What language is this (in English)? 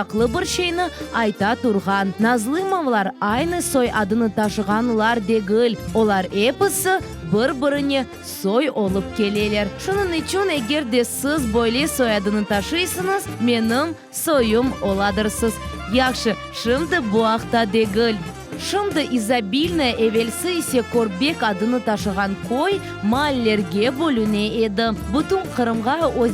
Crimean Tatar